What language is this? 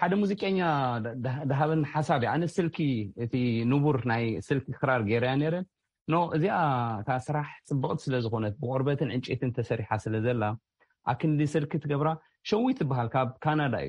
Tigrinya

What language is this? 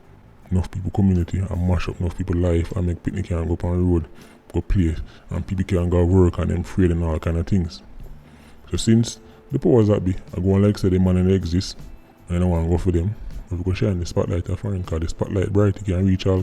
Jamaican Creole English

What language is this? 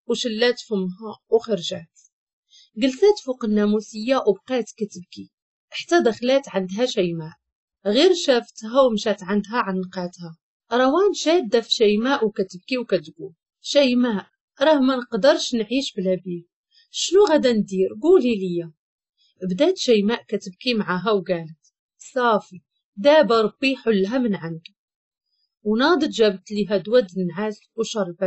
Moroccan Arabic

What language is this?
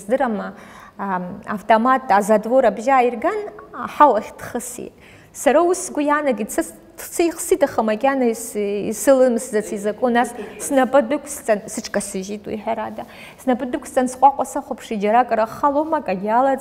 Abkhazian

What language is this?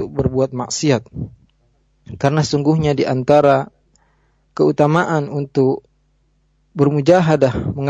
Indonesian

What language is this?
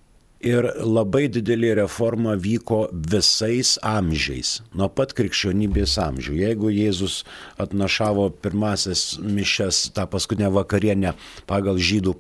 Lithuanian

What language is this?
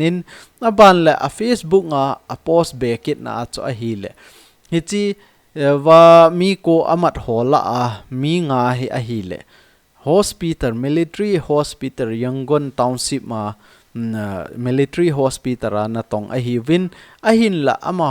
Thado Chin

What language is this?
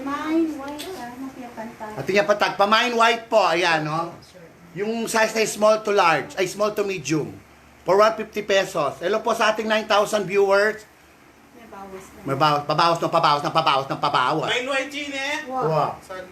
Pampanga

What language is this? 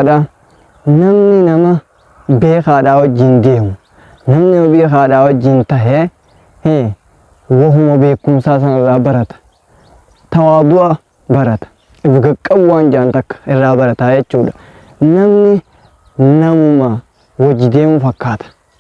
Oromo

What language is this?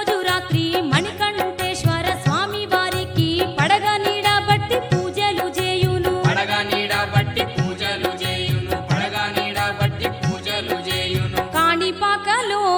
Telugu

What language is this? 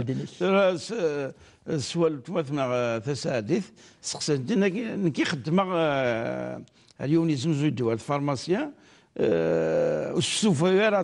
Kabyle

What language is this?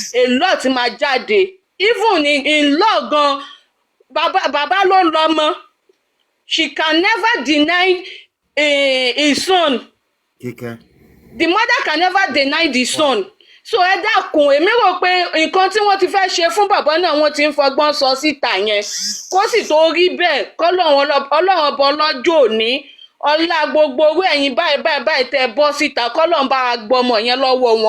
Yoruba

